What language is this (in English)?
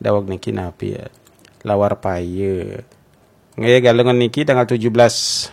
Balinese